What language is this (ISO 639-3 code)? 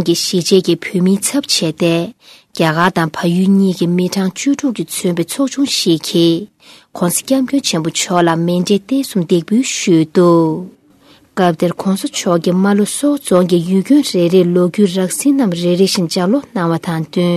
bod